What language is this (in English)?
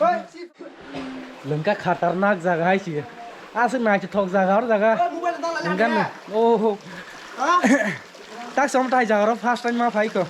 Kok Borok